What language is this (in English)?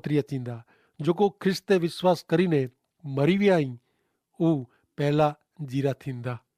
Kachhi